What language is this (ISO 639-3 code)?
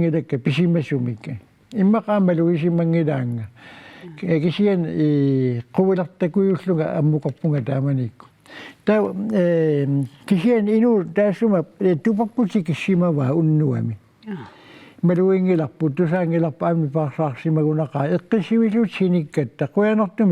kal